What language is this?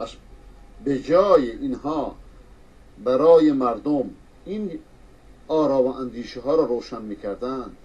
Persian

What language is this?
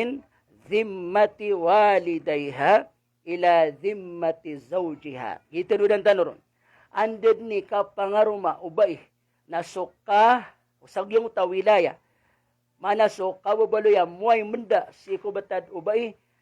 Maranao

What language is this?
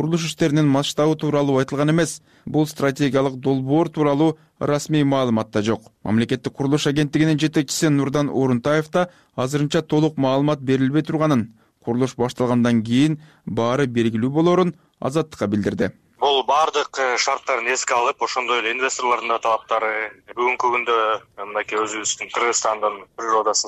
Kyrgyz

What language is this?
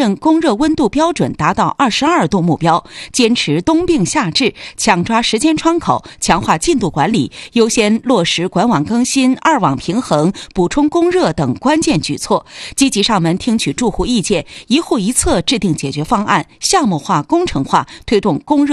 Chinese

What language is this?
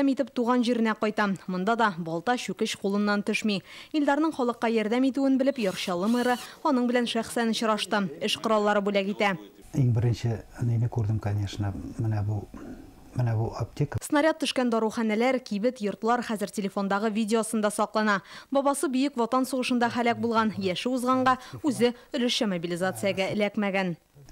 Tatar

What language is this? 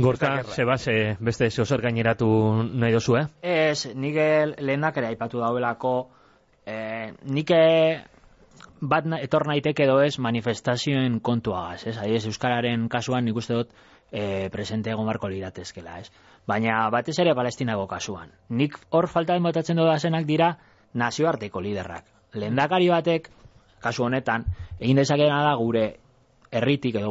Basque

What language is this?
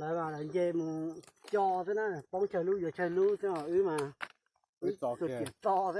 Hmong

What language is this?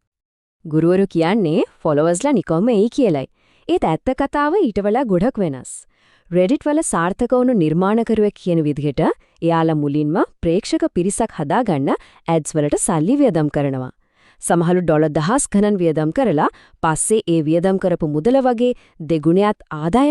Sinhala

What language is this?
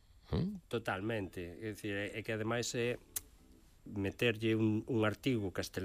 Galician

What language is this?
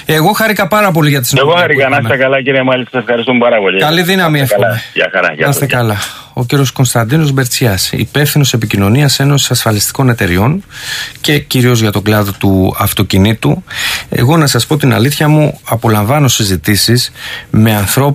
Greek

